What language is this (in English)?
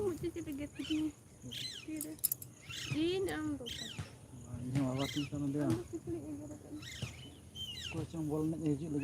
Santali